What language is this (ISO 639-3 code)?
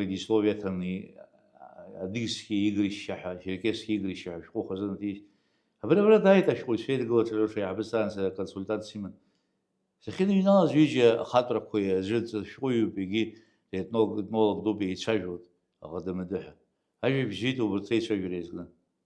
abk